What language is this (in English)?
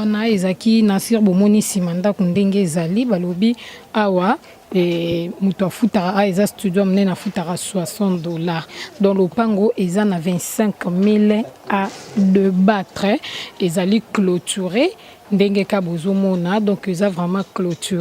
Lingala